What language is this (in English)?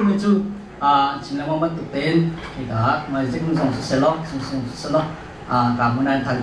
Hakha Chin